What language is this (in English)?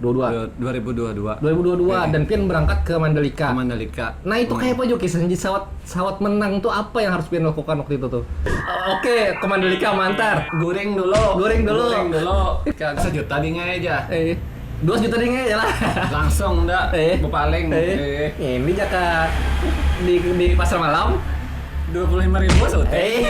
Banjar